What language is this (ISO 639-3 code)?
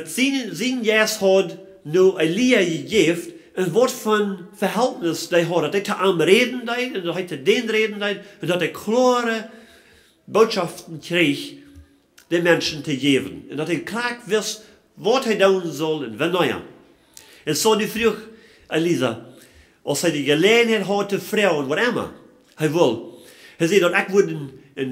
pdt